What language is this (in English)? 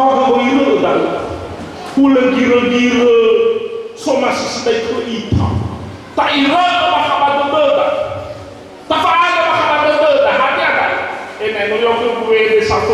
Nias